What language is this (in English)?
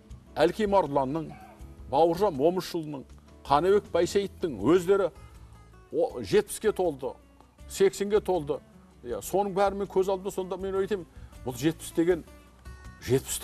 Kazakh